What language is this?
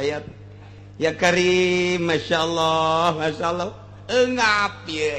Sundanese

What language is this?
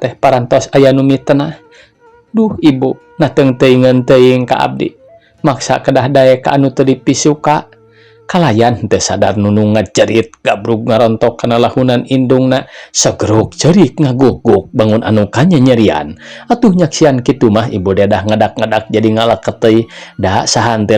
Sundanese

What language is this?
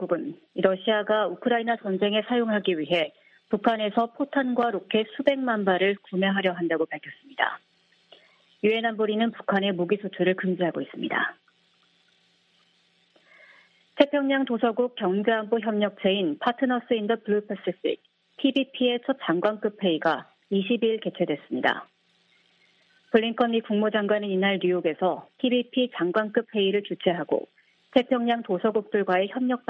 Korean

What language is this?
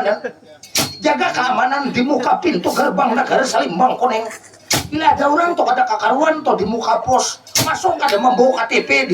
Banjar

